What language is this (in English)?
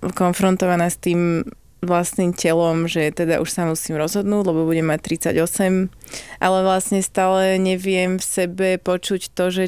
Slovak